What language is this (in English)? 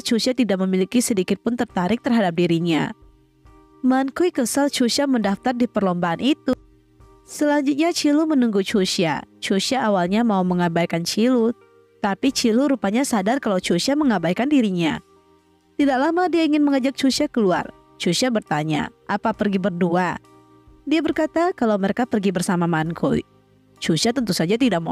Indonesian